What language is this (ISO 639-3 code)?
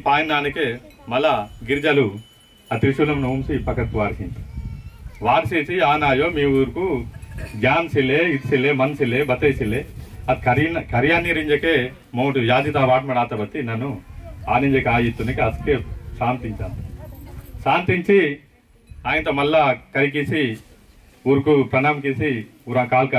esg